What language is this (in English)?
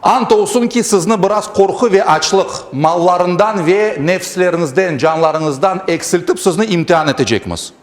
Crimean Tatar